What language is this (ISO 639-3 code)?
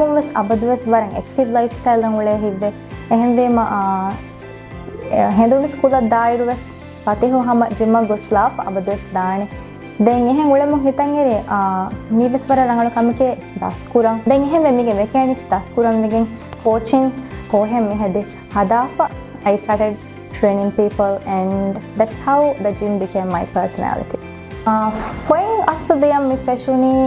div